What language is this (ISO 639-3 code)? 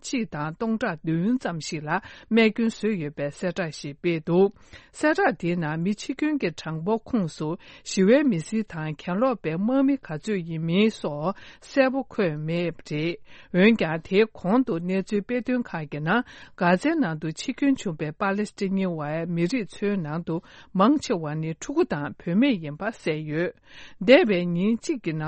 bod